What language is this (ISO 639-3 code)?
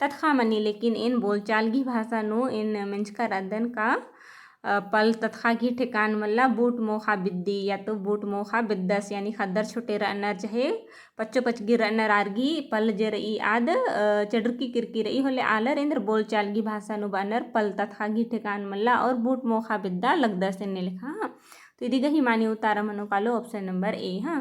kru